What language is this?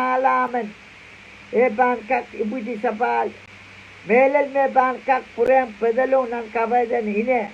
Pohnpeian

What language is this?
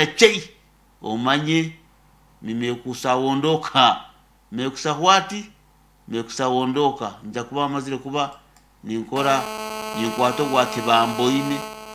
Nyankole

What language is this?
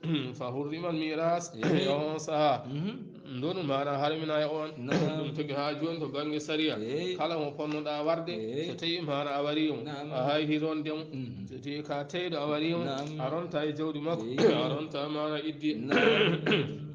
Fula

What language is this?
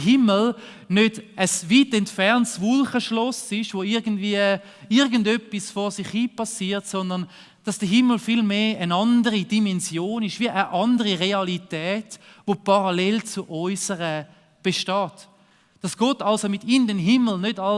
Swiss German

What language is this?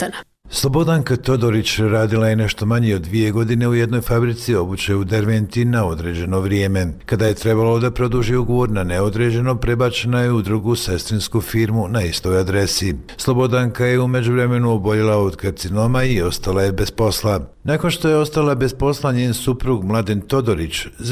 Croatian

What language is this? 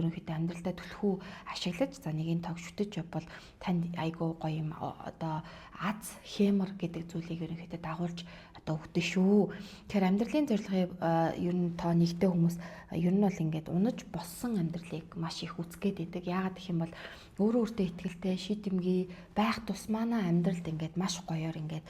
Mongolian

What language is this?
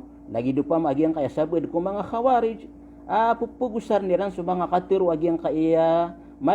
Maranao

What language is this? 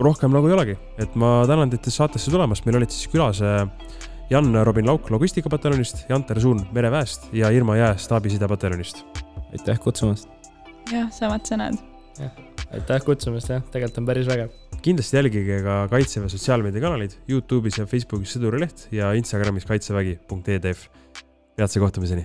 Estonian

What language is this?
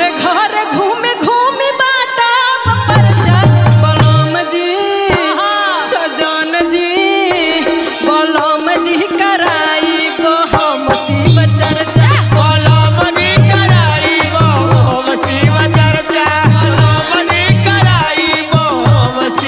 Bhojpuri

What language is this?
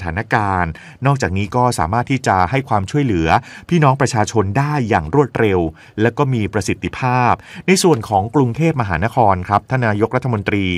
Thai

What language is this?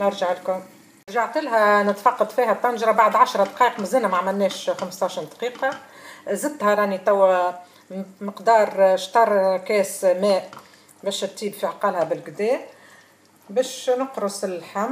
Tunisian Arabic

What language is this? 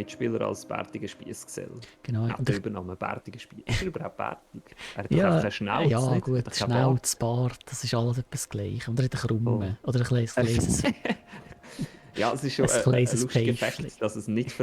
Swiss German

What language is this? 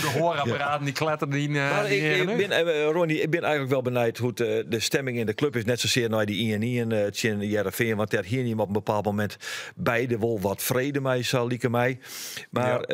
Western Frisian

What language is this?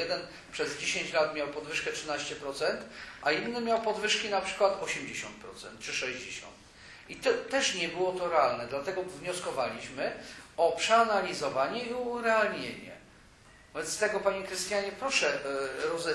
Polish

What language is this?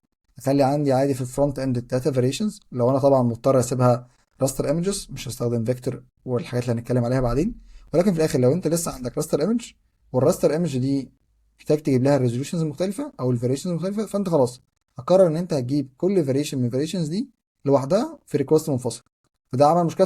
Egyptian Arabic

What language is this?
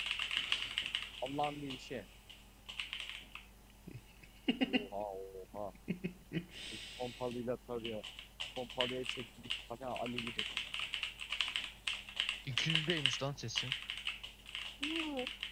Turkish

